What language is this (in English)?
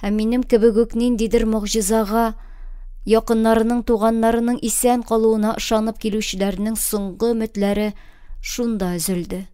Tatar